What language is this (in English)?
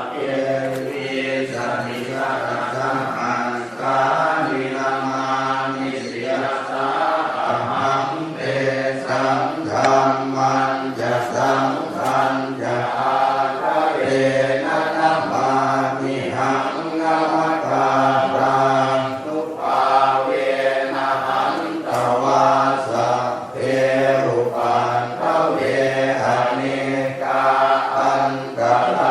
Pali